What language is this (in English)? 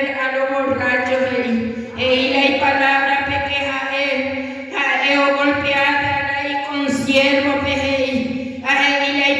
Guarani